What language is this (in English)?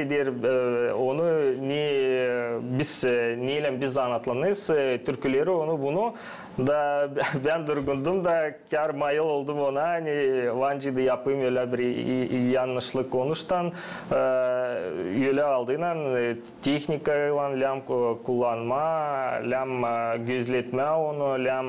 Gagauz